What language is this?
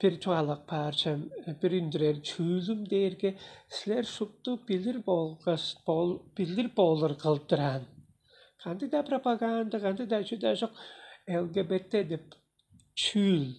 Tuvinian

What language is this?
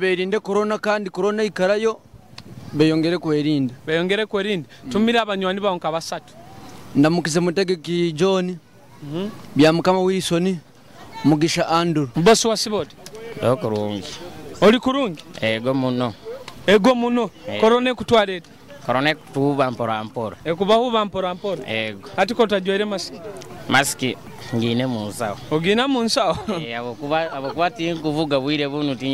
Nyoro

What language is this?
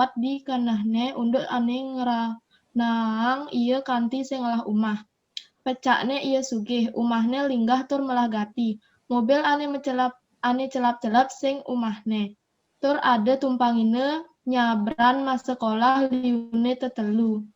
Balinese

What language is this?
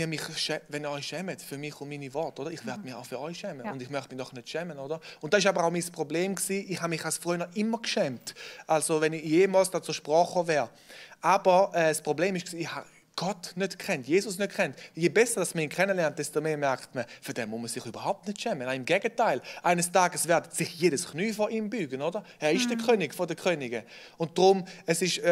Swiss German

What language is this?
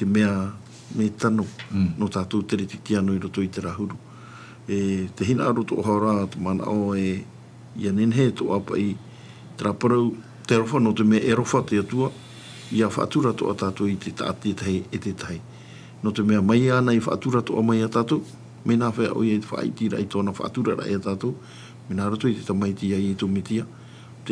Tahitian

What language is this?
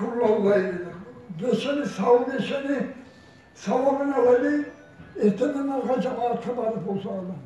Kumyk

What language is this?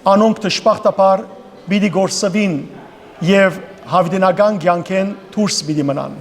Western Armenian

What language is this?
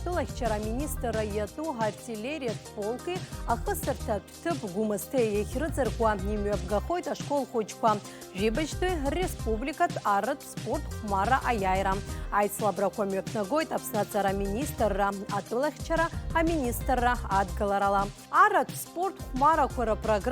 Abkhazian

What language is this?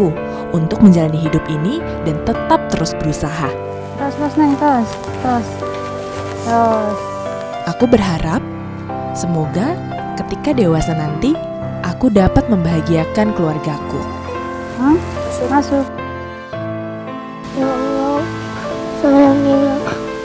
Indonesian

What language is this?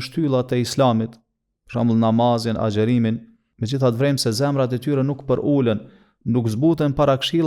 Albanian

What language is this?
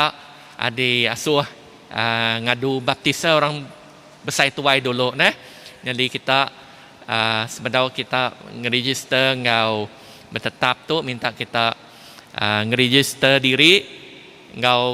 Iban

